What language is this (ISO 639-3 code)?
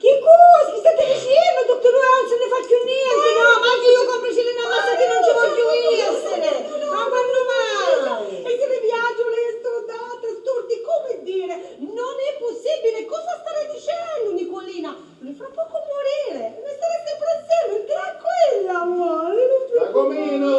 scn